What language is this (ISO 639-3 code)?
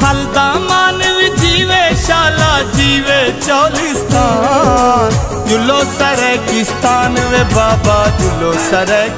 skr